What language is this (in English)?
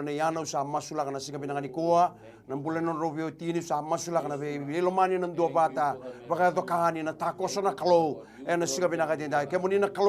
Fijian